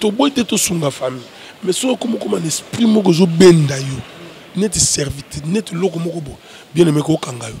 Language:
Lingala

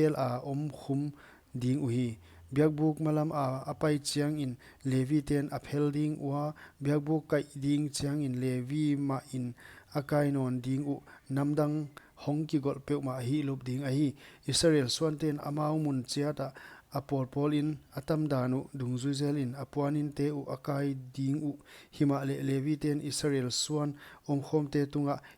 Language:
Paite Chin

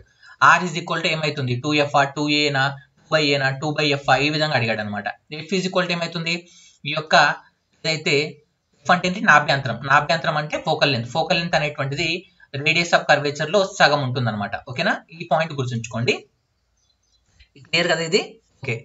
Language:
Telugu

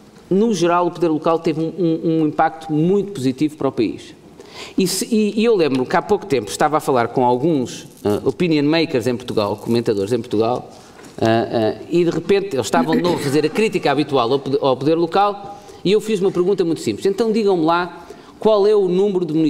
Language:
Portuguese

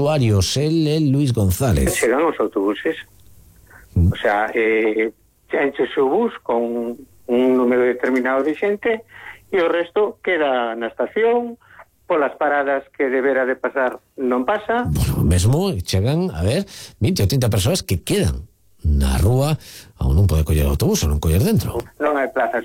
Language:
Galician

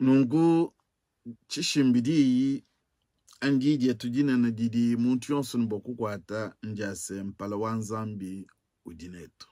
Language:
Luba-Lulua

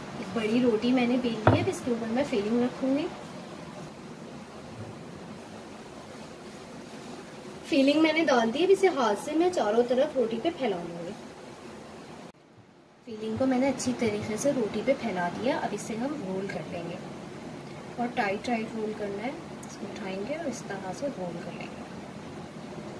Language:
Hindi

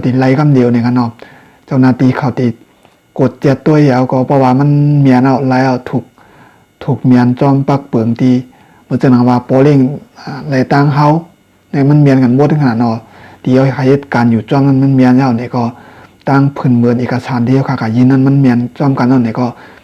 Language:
Shan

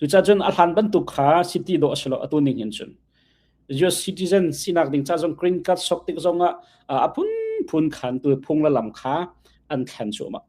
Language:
Hakha Chin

